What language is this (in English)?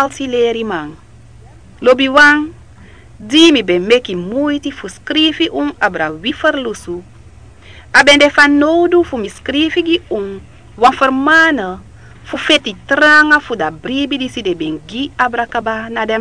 Sranan Tongo